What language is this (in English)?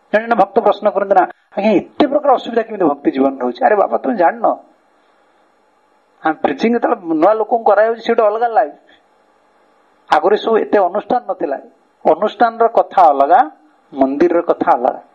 Odia